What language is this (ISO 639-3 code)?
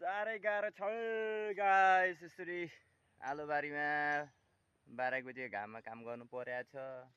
nep